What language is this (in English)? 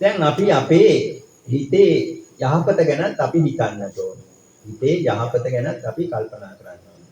Sinhala